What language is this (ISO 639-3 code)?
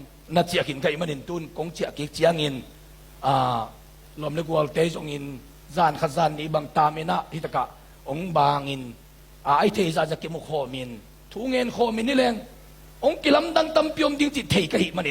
ctd